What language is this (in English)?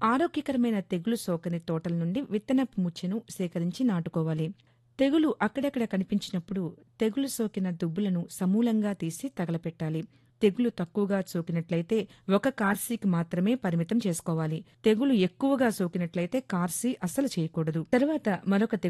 Telugu